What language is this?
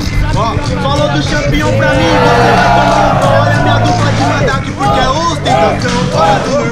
Portuguese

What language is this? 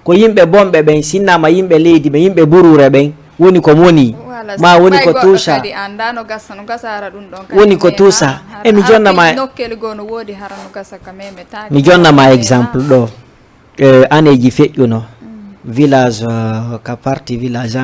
Fula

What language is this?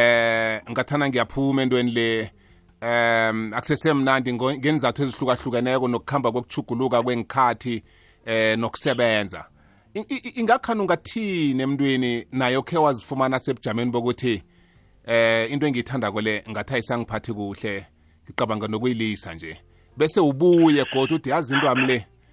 South Ndebele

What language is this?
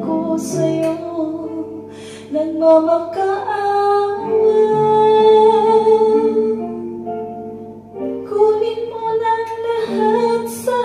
Filipino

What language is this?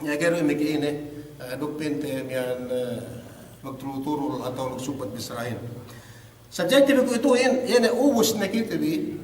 Yakan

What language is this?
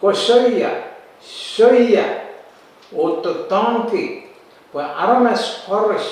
Pohnpeian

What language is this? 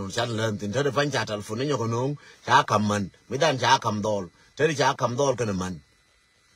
Nuer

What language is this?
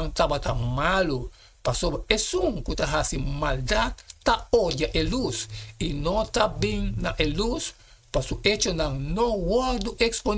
Papiamento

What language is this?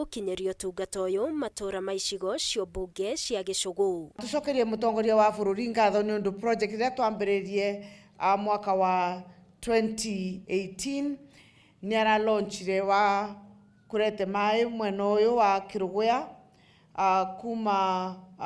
Kikuyu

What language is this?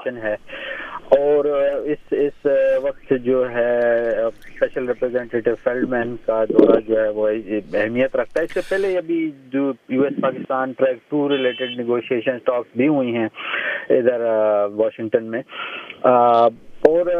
Urdu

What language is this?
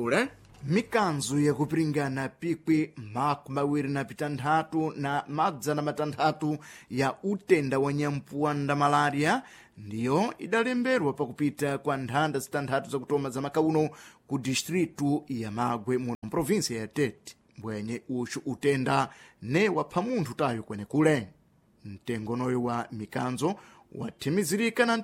Sena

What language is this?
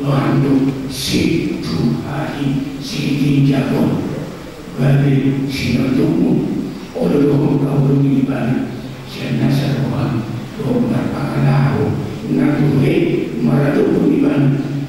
Batak Toba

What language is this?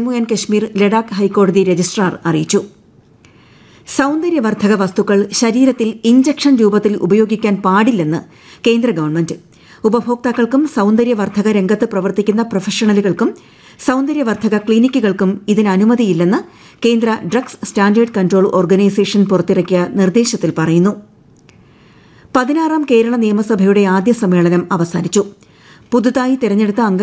Malayalam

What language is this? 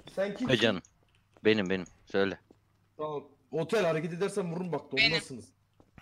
Turkish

